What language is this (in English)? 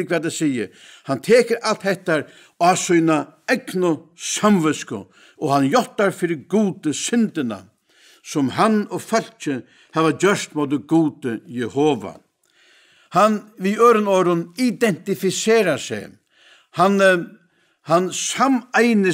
Faroese